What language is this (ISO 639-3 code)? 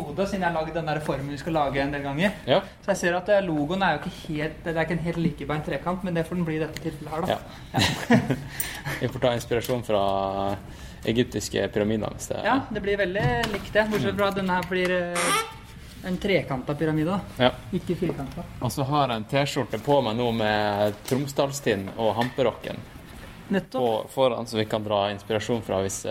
nor